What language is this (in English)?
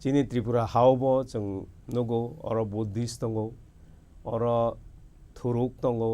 Kok Borok